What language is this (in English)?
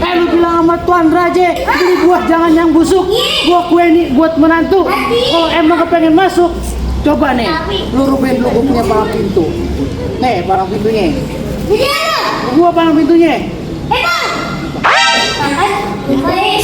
Betawi